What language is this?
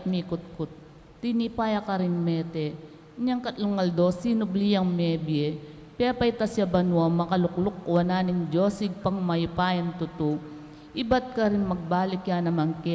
Pampanga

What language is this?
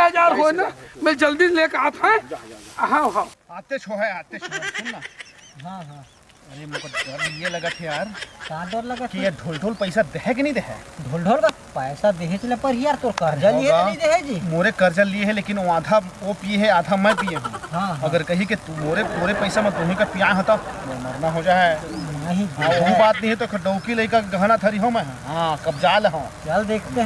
Chhattisgarhi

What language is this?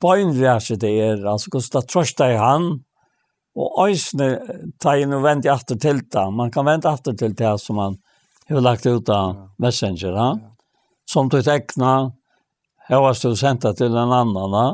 Faroese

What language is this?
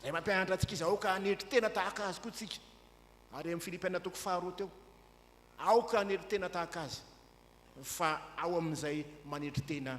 Malagasy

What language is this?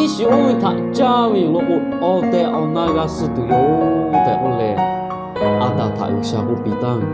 Lahu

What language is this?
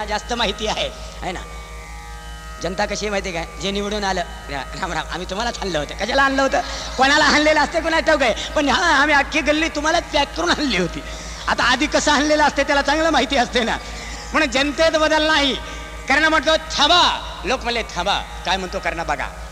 Marathi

